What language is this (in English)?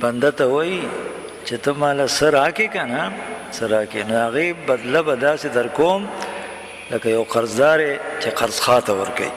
Pashto